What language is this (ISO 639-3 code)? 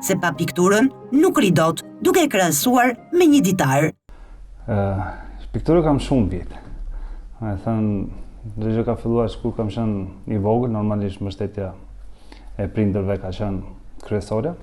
sqi